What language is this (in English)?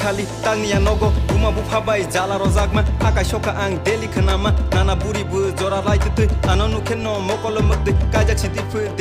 Kok Borok